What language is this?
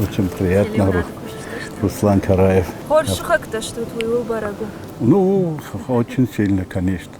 Ossetic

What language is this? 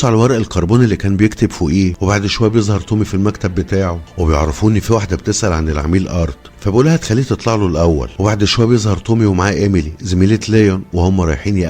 Egyptian Arabic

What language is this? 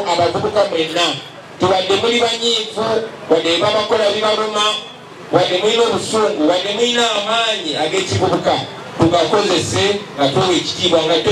Ganda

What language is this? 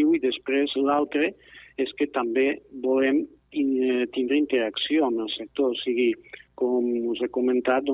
Catalan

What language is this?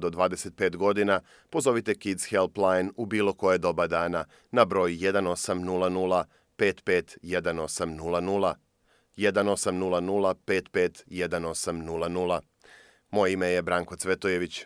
Croatian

